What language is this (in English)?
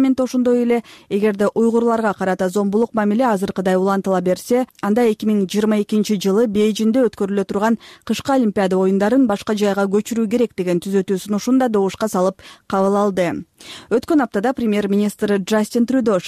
Kyrgyz